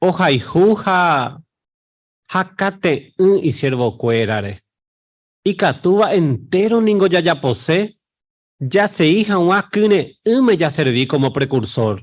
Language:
Guarani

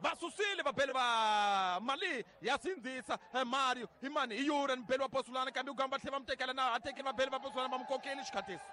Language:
Tsonga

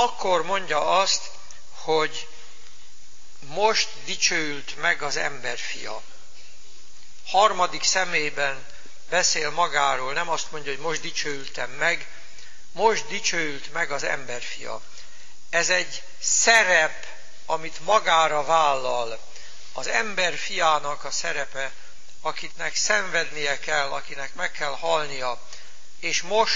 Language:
Hungarian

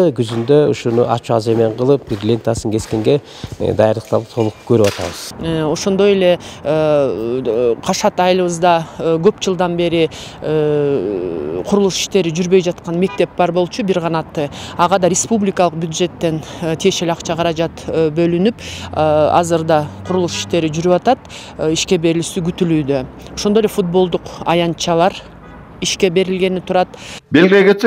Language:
Kyrgyz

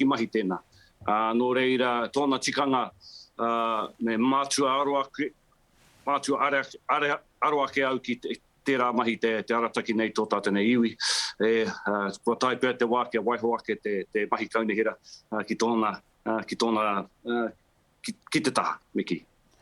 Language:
Māori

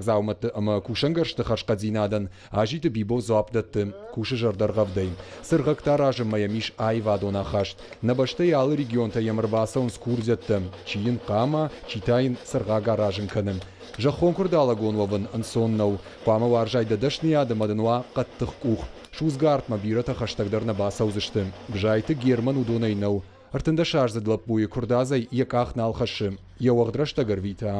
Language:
Ossetic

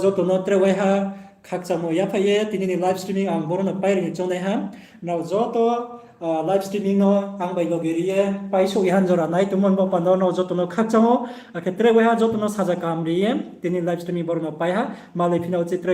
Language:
Riang (India)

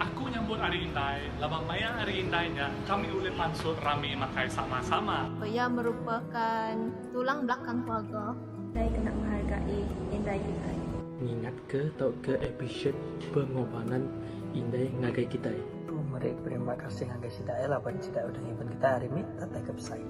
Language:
Iban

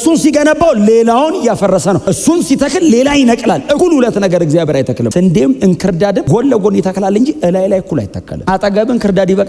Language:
Amharic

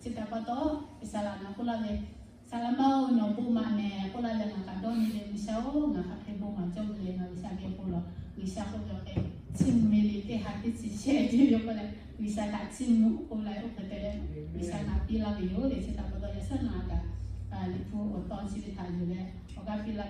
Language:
Lahu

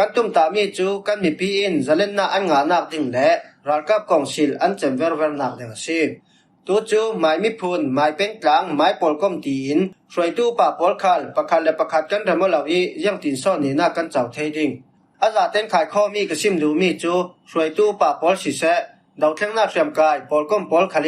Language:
Falam Chin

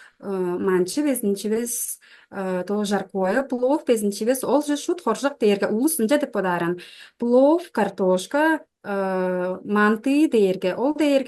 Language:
Tuvinian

